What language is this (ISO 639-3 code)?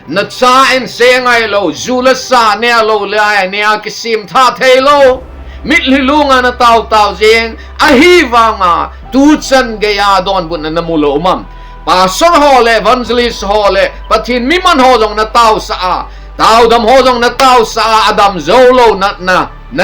tcz